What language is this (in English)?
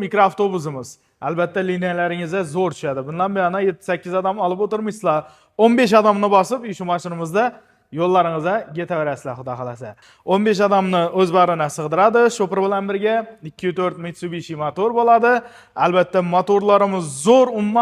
Uzbek